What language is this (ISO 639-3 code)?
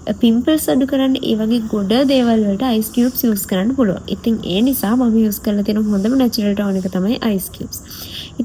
sin